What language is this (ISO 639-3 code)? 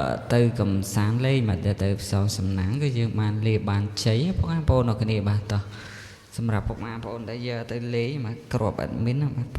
khm